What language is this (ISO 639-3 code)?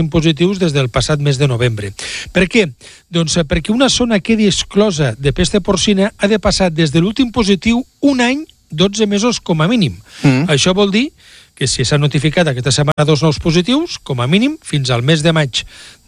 cat